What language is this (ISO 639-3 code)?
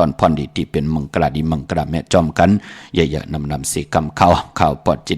shn